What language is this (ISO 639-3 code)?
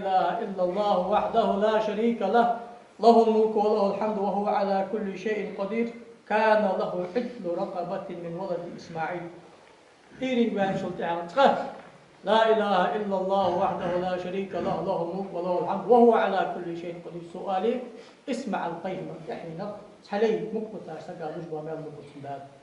inh